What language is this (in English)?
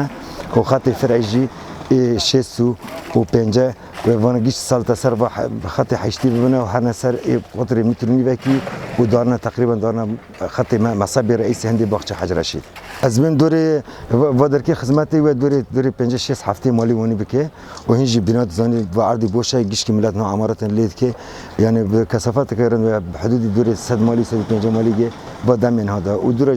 Kurdish